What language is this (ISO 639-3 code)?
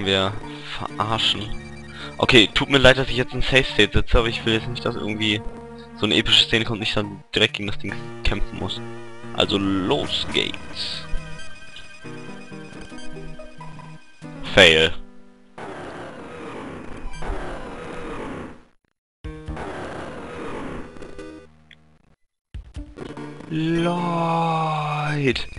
deu